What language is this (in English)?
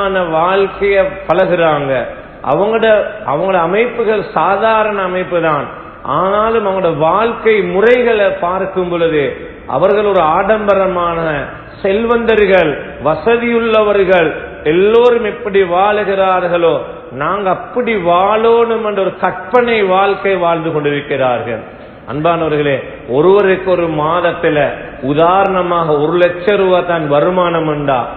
Tamil